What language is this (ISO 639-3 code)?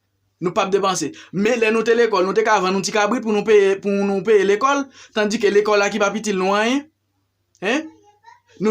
hat